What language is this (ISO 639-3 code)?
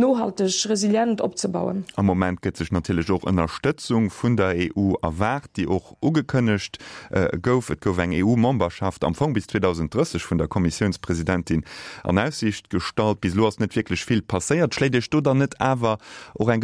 ltz